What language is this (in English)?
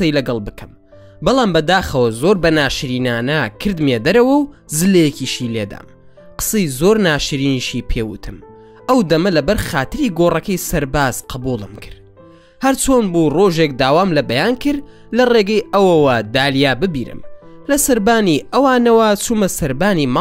Central Kurdish